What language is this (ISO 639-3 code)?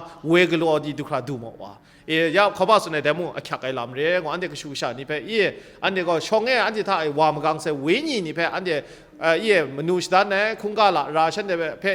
kac